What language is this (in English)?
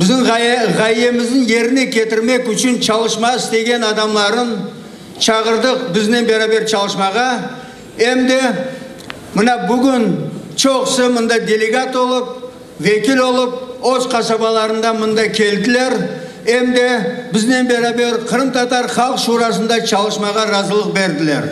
Crimean Tatar